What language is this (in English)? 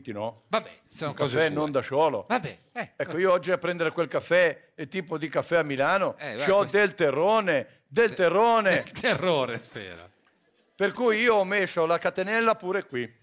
Italian